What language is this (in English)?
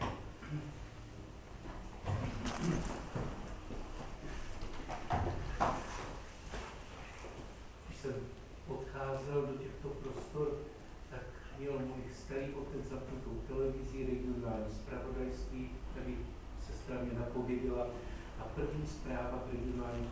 Czech